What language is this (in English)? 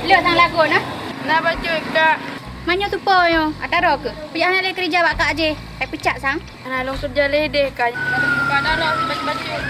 Achinese